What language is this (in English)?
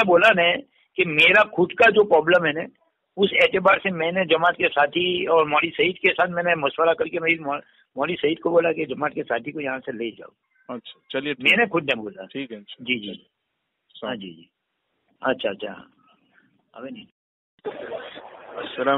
Hindi